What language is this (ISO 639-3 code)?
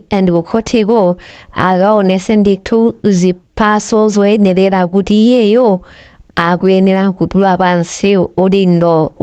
nya